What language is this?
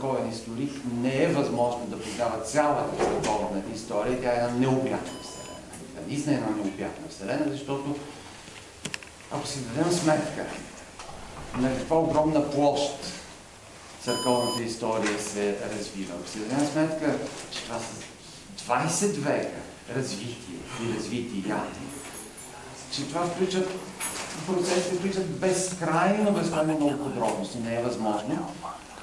Bulgarian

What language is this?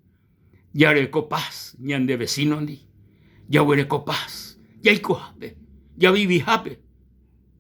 Guarani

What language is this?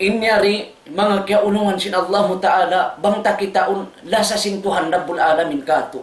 Tausug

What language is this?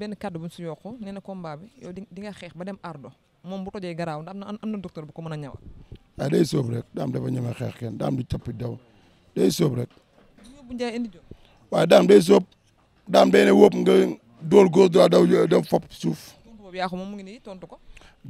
Wolof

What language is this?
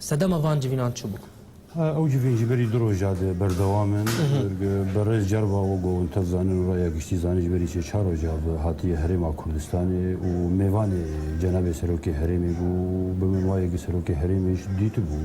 Kurdish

